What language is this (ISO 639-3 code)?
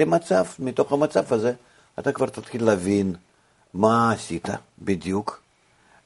heb